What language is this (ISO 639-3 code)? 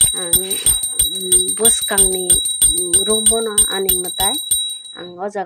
trp